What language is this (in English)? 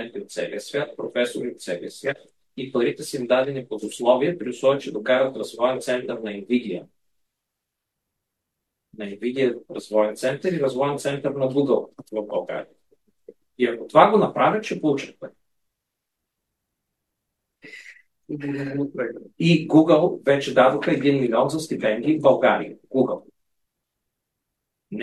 Bulgarian